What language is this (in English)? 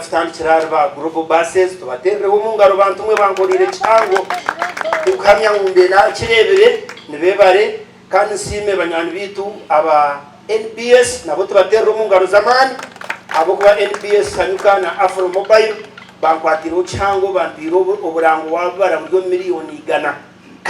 Nyankole